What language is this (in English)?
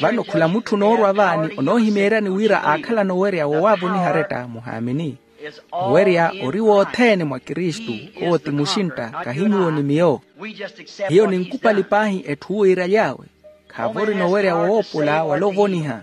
Makhuwa